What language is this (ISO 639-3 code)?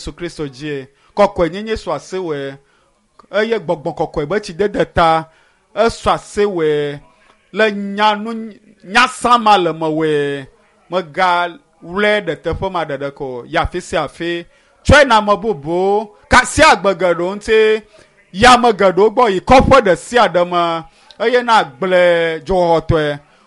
ewe